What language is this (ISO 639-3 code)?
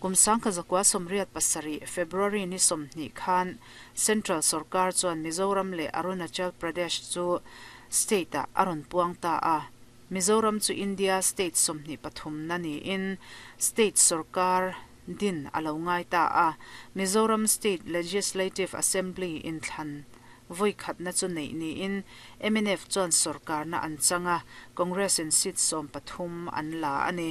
lus